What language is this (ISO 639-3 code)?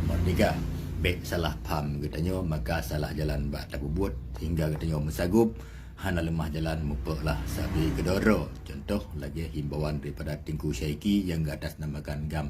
ace